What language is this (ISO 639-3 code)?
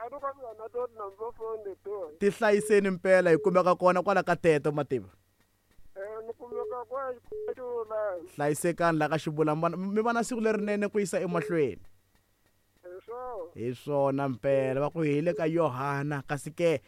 tso